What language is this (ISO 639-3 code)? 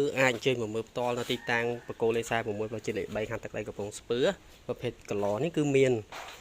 khm